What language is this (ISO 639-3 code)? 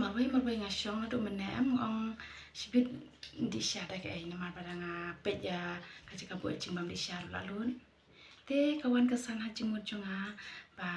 kha